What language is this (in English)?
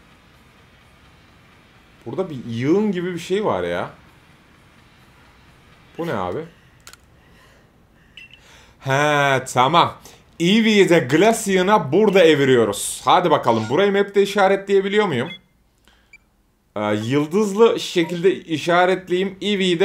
Turkish